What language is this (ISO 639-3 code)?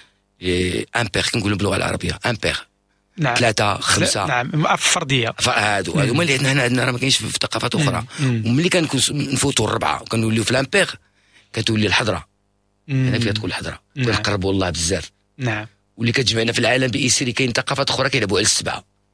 ary